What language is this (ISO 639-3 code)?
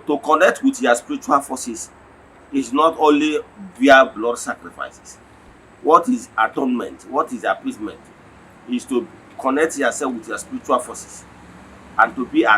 ibo